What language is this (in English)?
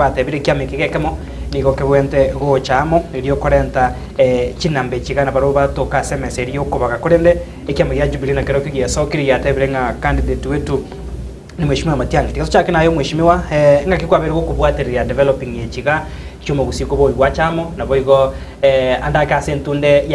Gusii